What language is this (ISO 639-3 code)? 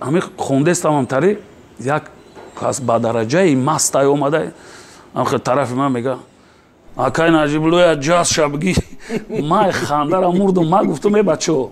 tgk